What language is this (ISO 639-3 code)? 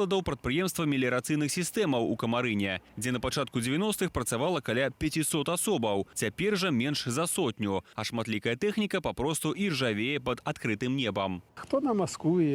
bel